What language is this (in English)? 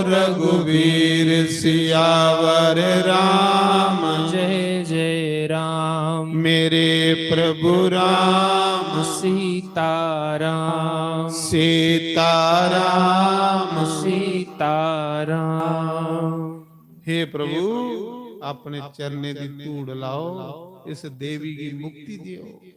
Dogri